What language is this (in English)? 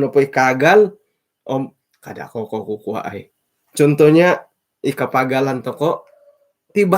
Central Dusun